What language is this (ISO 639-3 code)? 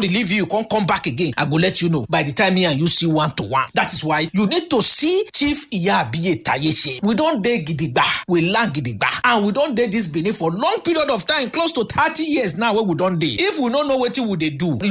pcm